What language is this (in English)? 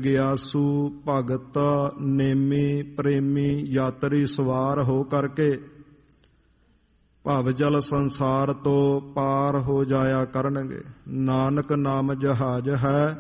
Punjabi